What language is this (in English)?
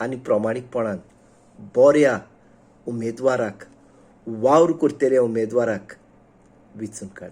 Konkani